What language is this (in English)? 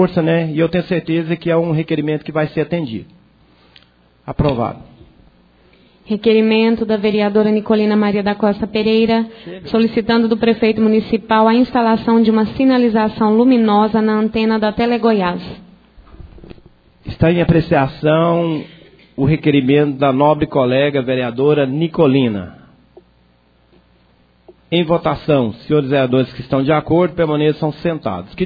Portuguese